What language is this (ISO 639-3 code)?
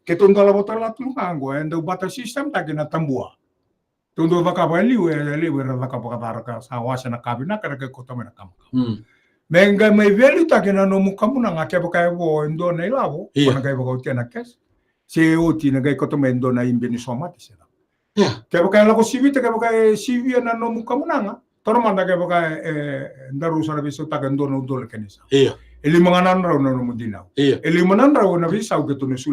fij